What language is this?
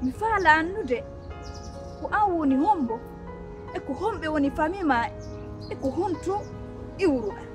Pular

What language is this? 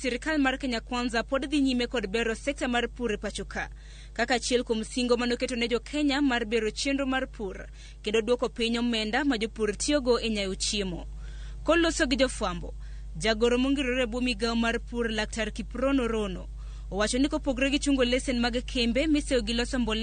Luo (Kenya and Tanzania)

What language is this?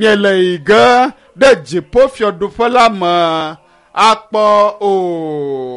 Ewe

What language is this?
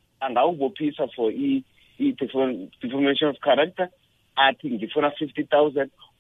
South Ndebele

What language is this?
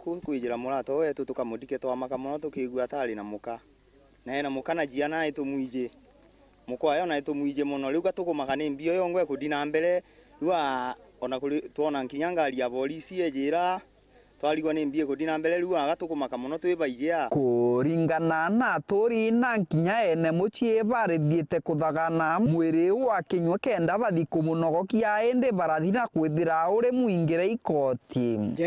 Meru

